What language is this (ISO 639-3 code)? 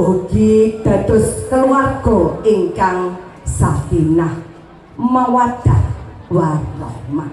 jav